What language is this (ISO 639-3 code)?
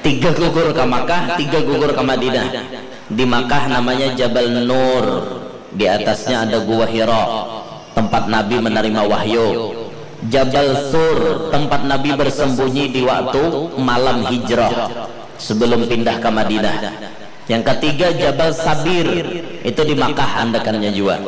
bjn